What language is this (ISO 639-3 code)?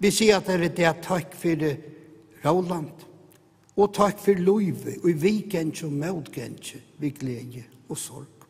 fao